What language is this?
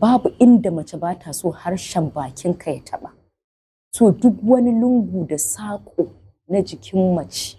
Hausa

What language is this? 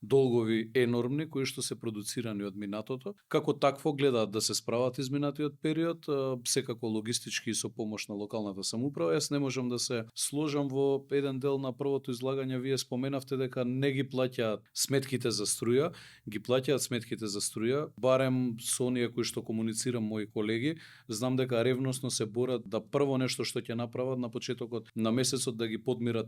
Macedonian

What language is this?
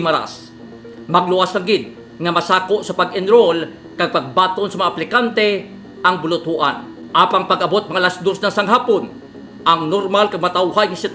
Hiligaynon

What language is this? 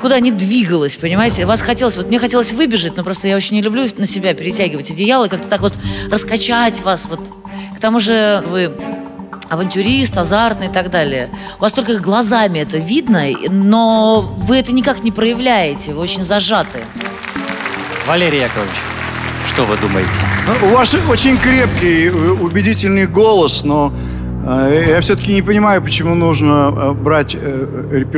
Russian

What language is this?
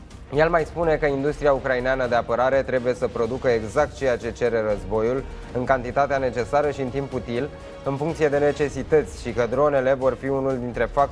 Romanian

